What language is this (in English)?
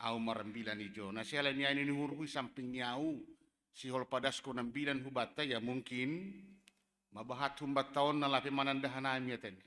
Batak Simalungun